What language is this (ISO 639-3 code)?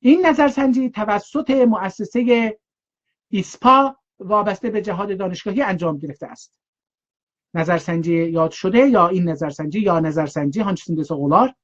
azb